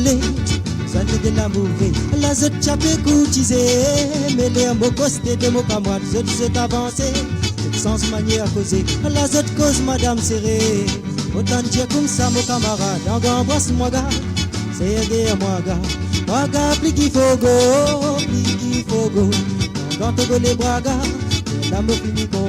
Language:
Morisyen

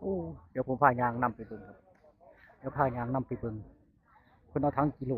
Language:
Northeastern Thai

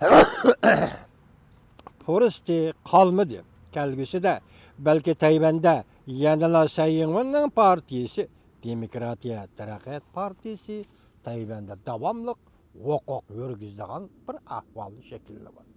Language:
Uyghur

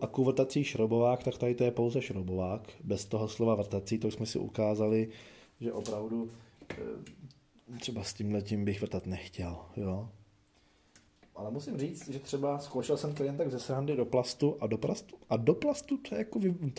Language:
Czech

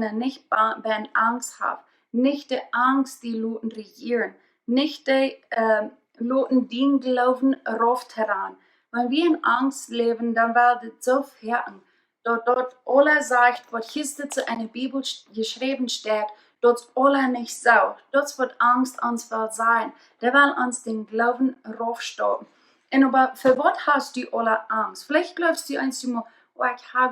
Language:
Plautdietsch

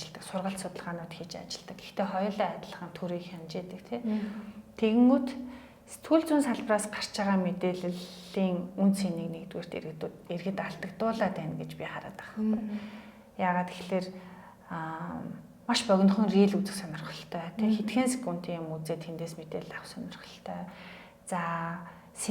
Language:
Mongolian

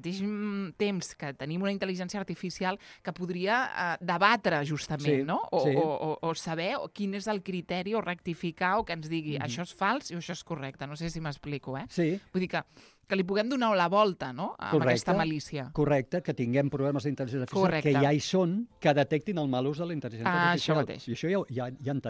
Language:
Catalan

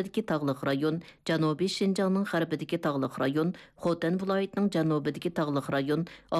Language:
Uyghur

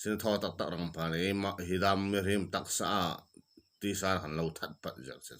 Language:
Hmar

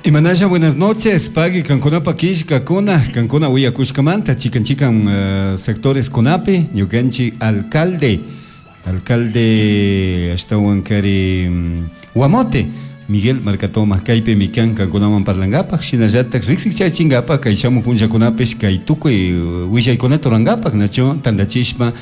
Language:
Chimborazo Highland Quichua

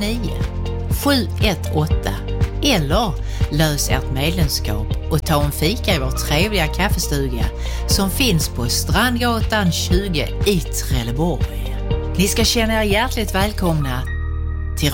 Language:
Swedish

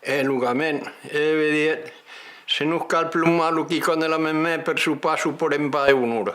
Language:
Occitan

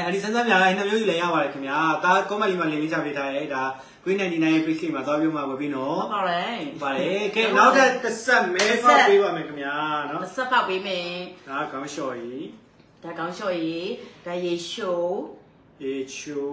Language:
Burmese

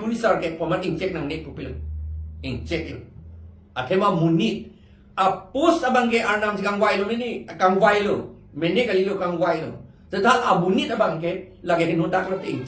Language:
Karbi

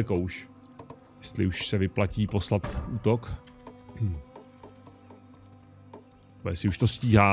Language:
Czech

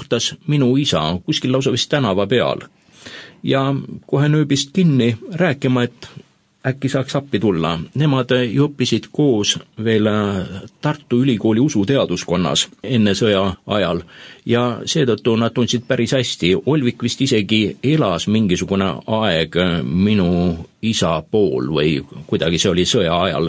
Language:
Estonian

